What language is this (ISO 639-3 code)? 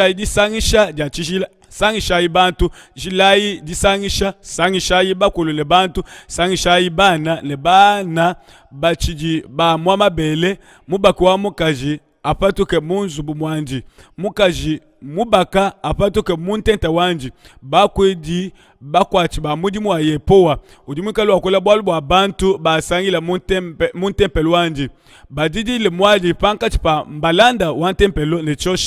lua